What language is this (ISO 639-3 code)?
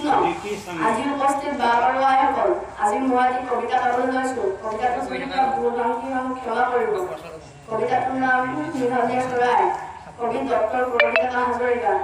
asm